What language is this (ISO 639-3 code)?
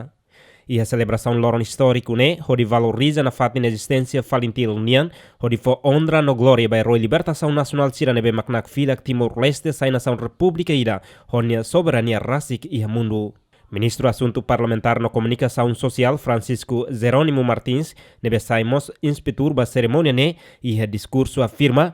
tet